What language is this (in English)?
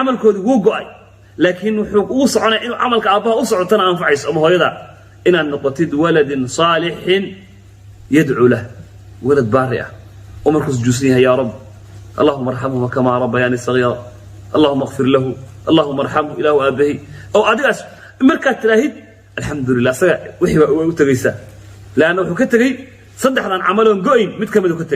Somali